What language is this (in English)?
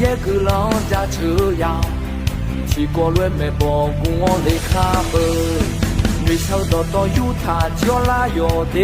Akha